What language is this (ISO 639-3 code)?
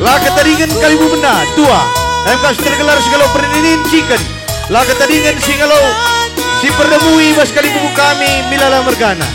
btx